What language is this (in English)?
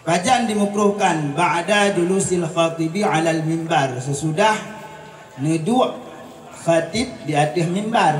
Achinese